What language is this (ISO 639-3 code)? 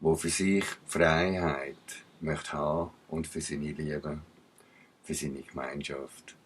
gsw